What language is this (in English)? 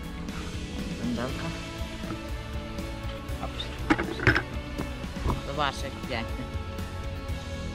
Polish